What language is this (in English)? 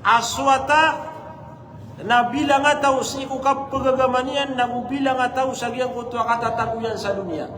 Maranao